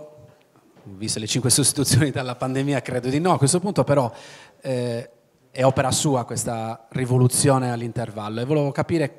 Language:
Italian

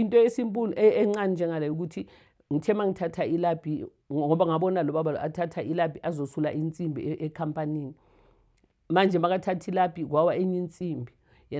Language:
Zulu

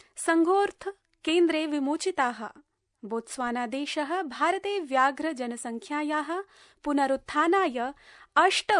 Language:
Sanskrit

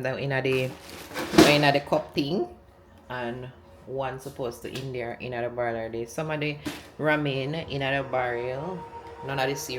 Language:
Jamaican Creole English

